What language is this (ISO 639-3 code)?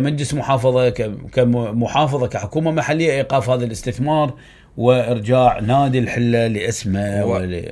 acm